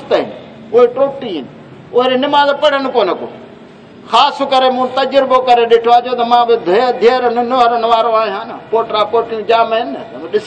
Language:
Saraiki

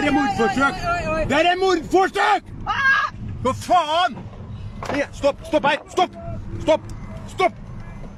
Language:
Norwegian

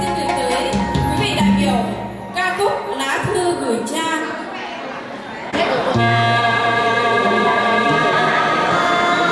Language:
Vietnamese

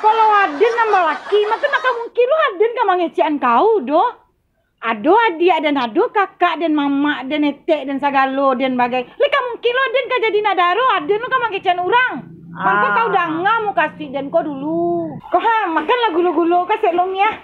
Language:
Minangkabau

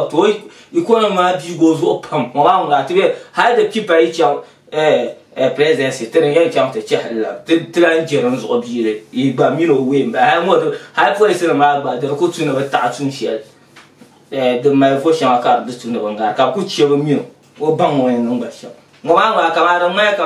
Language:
Dagbani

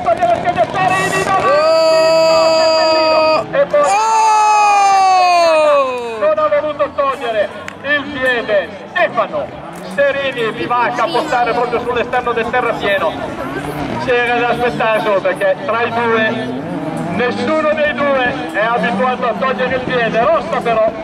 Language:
Italian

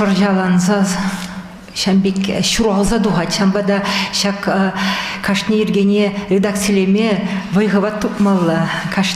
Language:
Chuvash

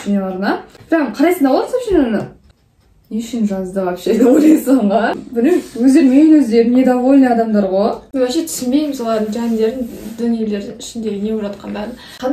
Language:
Kazakh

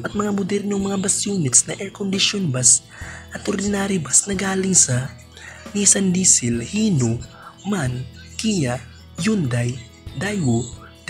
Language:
Filipino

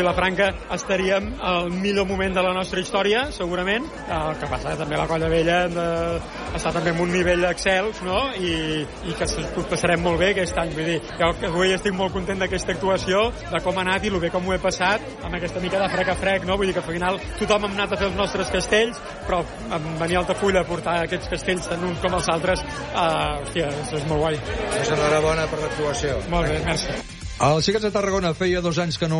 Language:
Catalan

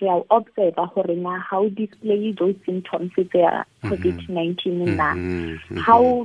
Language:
Southern Sotho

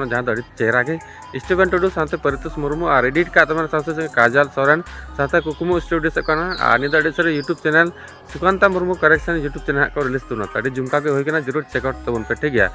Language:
Santali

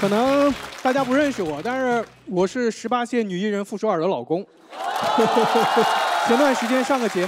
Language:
Chinese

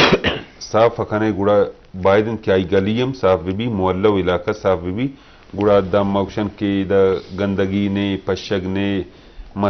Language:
Eastern Balochi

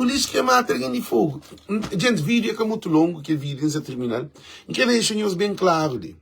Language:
Kabuverdianu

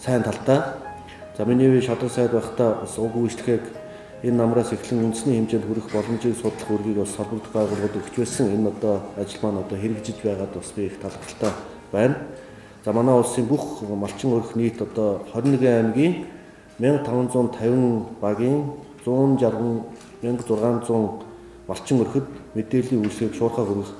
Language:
Mongolian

